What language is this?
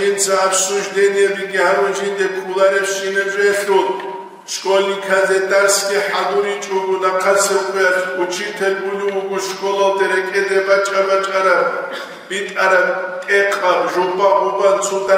Avaric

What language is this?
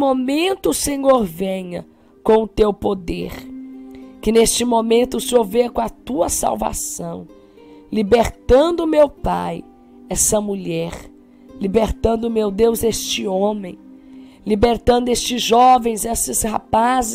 Portuguese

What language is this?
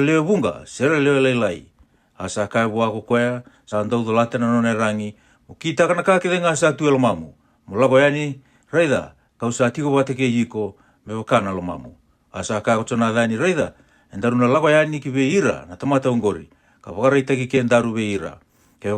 Fijian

